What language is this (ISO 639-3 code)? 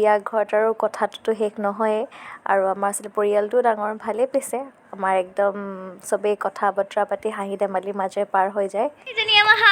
asm